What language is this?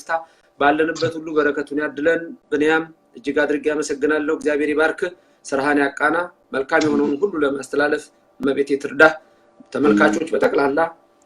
Amharic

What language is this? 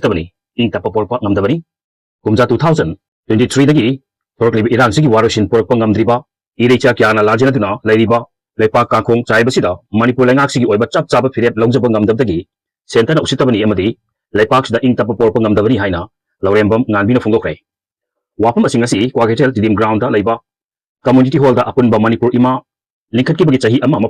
Manipuri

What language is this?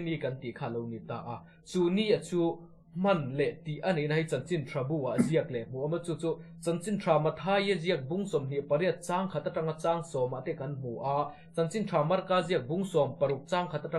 Mizo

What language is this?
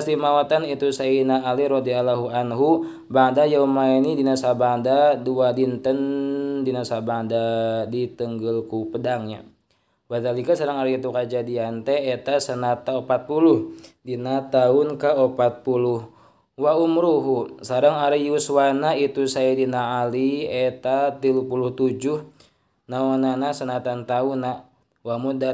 Sundanese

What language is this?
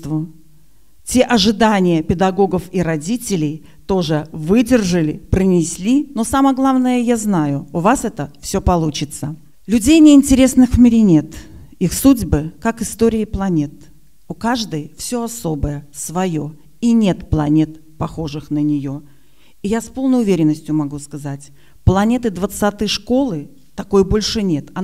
Russian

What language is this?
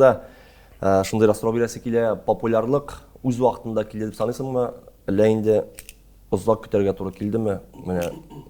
Tatar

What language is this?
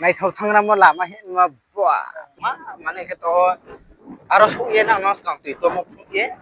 Riang (India)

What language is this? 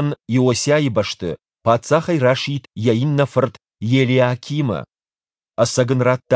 Ossetic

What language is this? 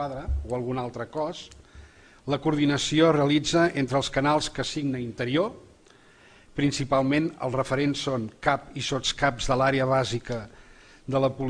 Catalan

